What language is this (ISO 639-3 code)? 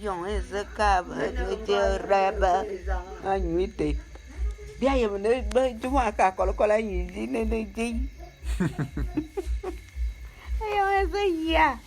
bum